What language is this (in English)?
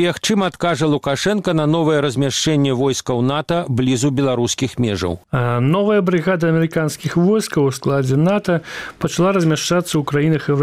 Belarusian